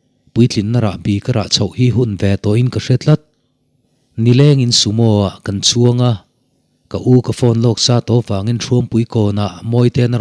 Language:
Mizo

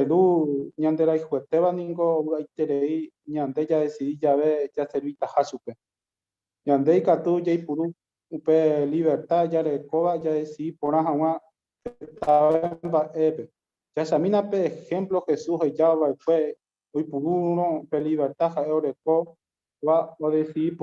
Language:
Guarani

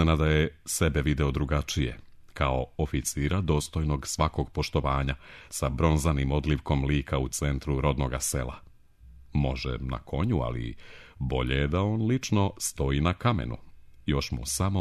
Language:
Serbian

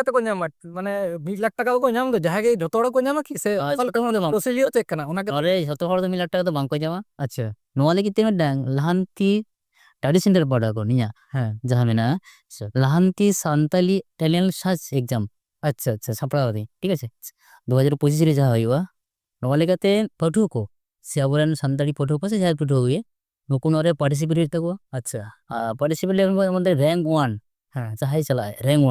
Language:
Santali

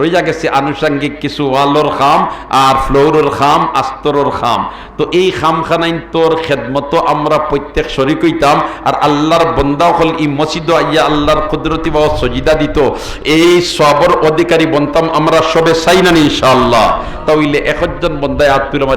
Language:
Sylheti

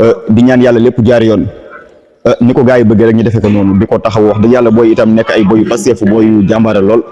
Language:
Wolof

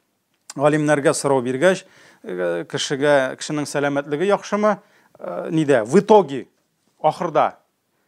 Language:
Tatar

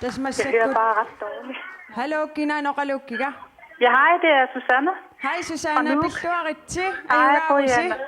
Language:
Kalaallisut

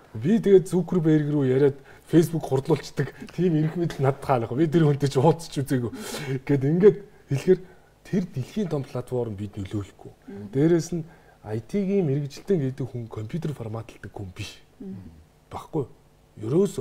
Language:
Mongolian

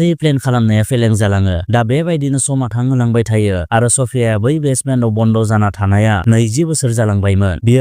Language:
Bodo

